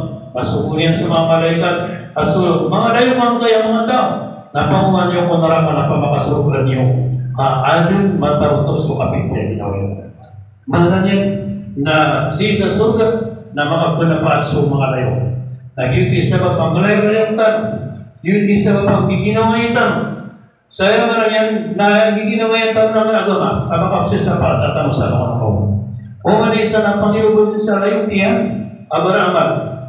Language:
Maranao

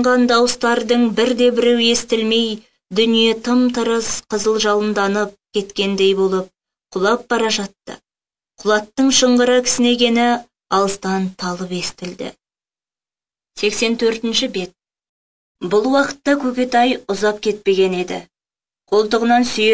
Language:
Kazakh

